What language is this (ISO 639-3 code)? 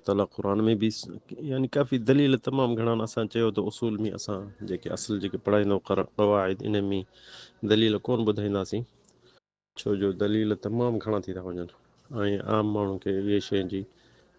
snd